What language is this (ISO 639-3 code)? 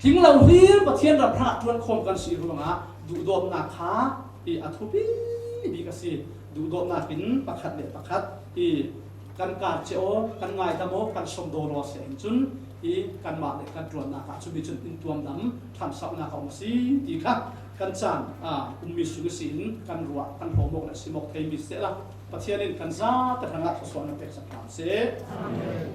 cfm